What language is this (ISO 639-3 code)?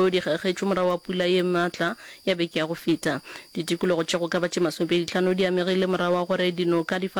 nso